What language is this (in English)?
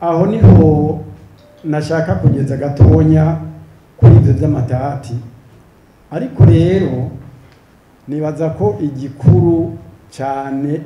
Rundi